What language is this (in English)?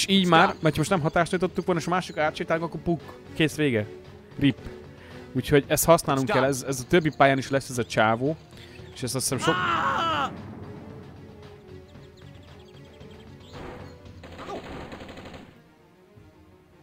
Hungarian